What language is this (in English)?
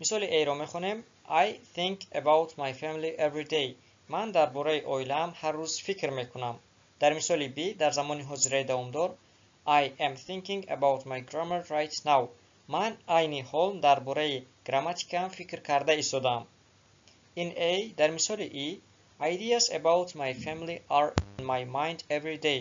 Tajik